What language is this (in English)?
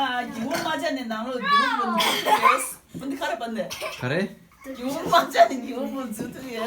Tibetan